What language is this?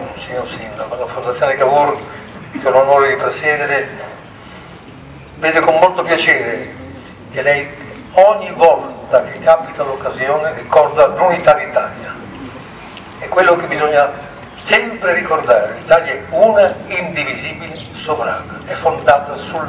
Italian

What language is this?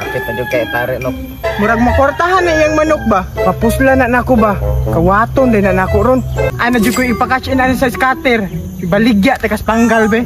Cebuano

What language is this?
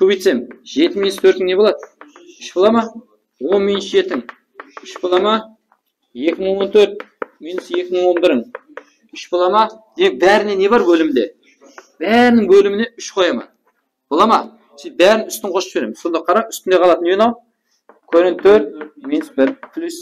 Kara-Kalpak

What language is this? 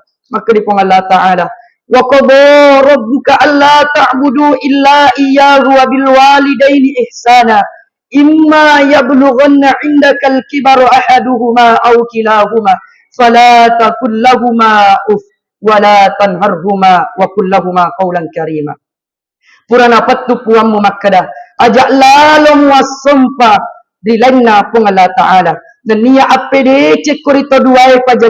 Buginese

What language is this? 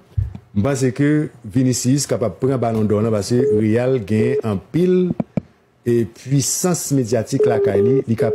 Haitian Creole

